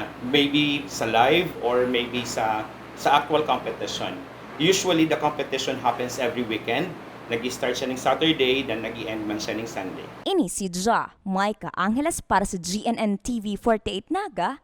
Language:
Bikol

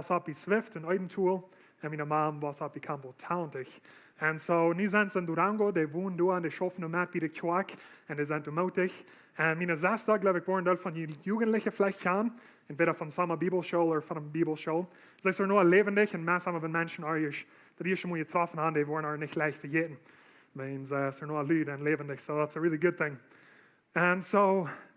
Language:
Plautdietsch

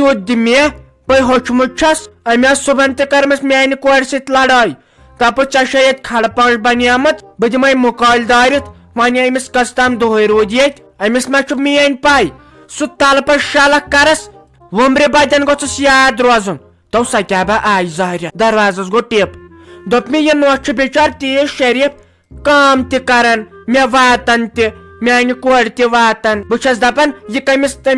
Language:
Kashmiri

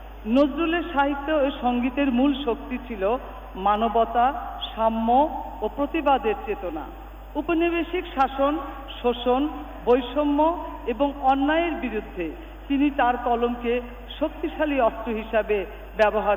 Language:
Bangla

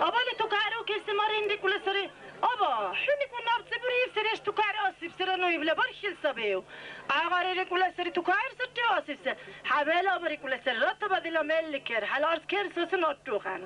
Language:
Dargwa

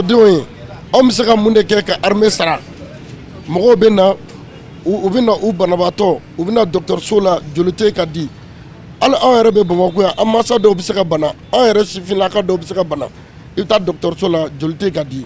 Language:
Bambara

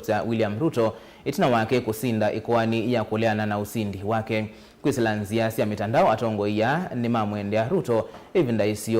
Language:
Kamba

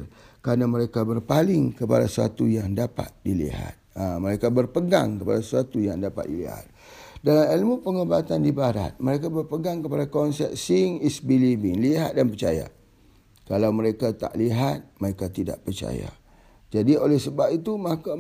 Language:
Malay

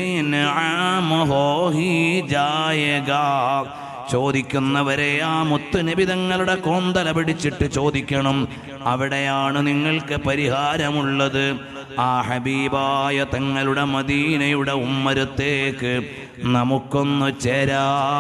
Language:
Malayalam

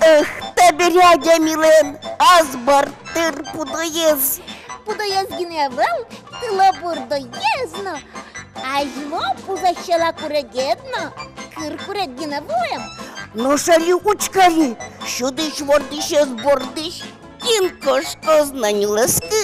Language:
Udmurt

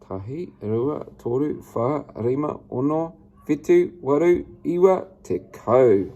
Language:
Māori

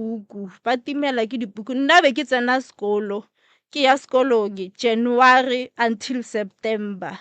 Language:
Northern Sotho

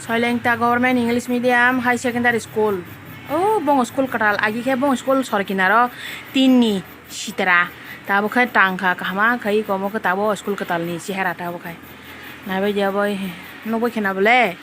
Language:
Kok Borok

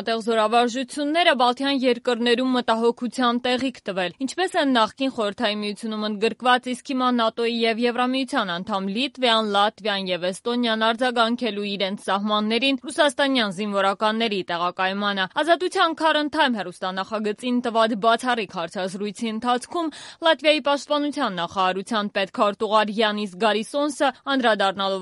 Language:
Armenian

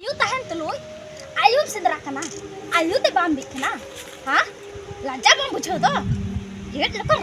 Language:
Santali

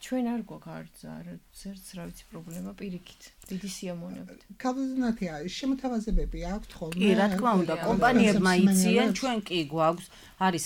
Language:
Georgian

